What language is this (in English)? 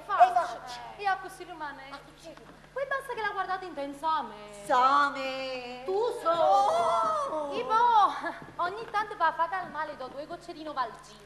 Neapolitan